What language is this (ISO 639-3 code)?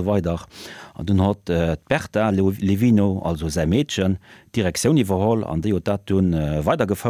ltz